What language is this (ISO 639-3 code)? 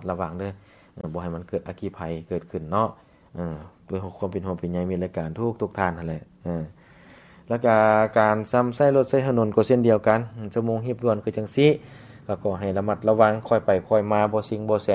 lao